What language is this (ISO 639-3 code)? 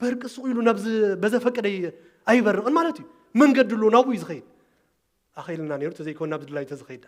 tir